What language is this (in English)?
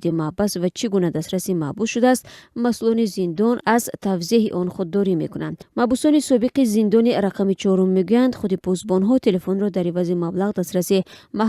Tajik